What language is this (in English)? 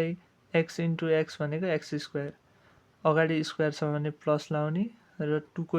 Nepali